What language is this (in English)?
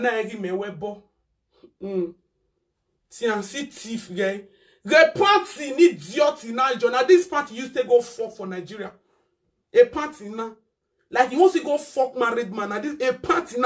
Nigerian Pidgin